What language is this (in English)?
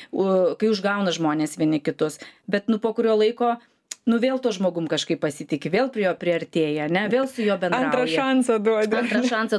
Lithuanian